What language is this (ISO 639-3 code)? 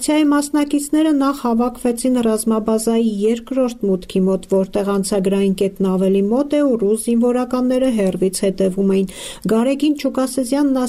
hye